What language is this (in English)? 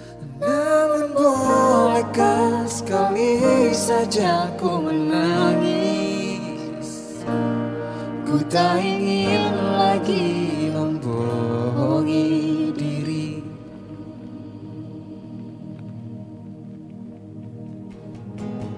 Indonesian